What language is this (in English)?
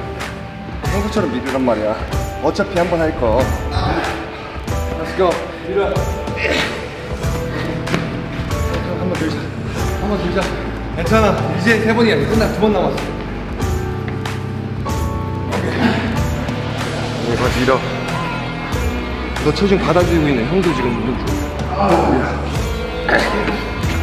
Korean